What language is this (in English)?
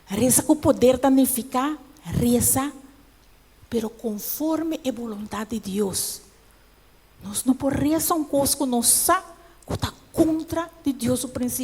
Papiamento